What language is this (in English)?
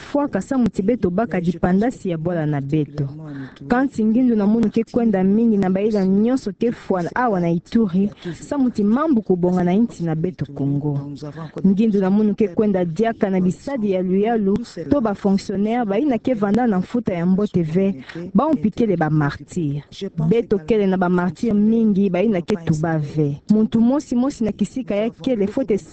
Kituba (Democratic Republic of Congo)